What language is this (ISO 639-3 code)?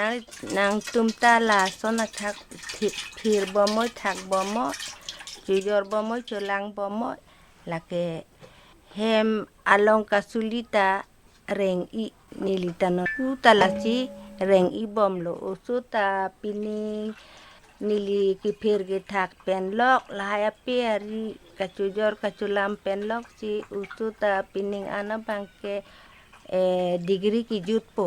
mjw